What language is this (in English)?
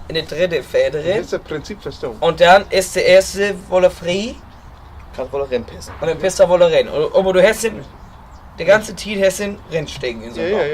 Low German